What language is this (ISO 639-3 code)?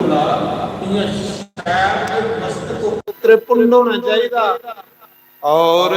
doi